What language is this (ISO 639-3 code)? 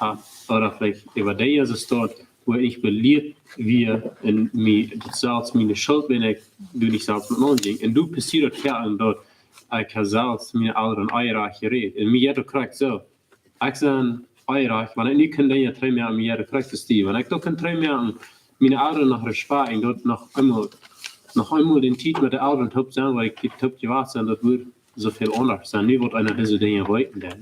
pdt